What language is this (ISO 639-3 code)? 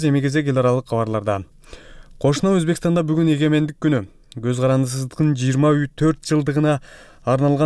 kir